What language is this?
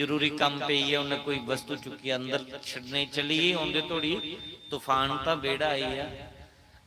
Dogri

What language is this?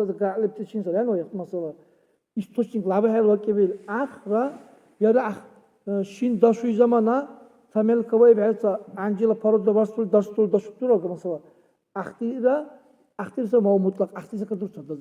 Dargwa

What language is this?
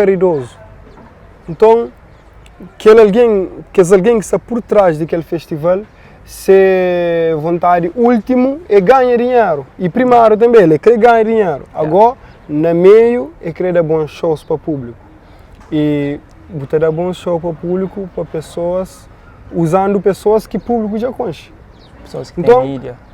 Kabuverdianu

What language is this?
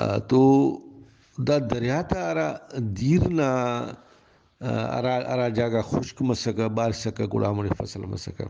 Brahui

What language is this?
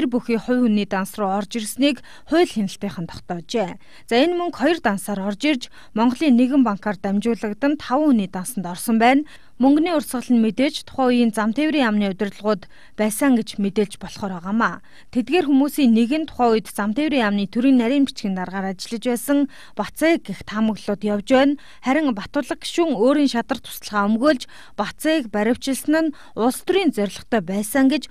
Mongolian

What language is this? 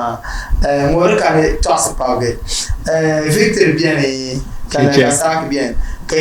Dagbani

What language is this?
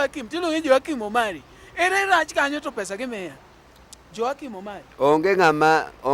Luo (Kenya and Tanzania)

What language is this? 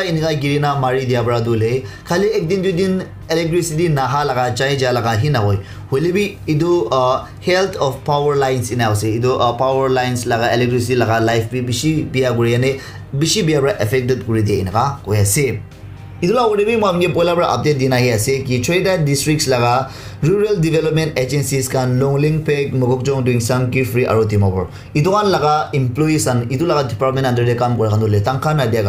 Naga Pidgin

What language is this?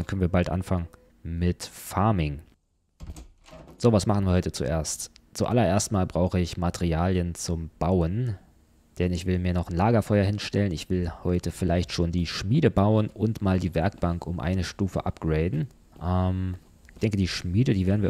German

